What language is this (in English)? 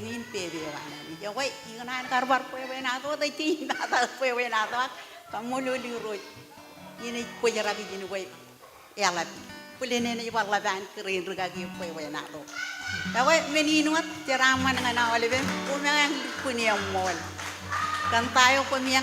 Marshallese